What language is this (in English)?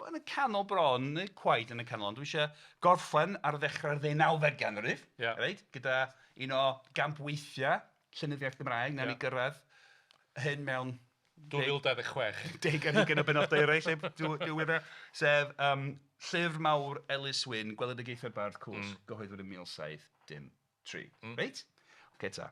Welsh